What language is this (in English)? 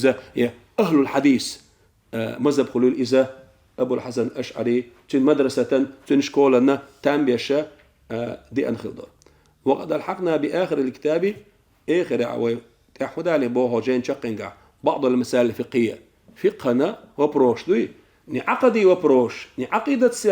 Chechen